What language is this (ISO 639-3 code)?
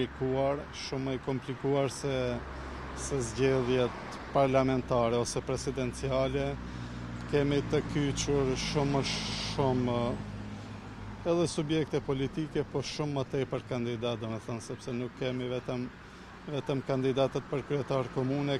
sqi